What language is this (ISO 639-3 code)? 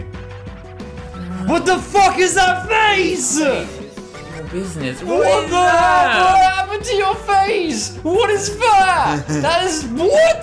eng